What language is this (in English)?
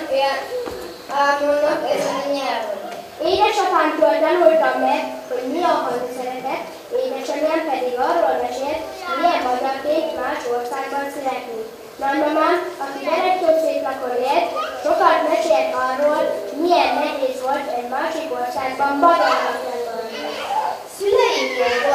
Hungarian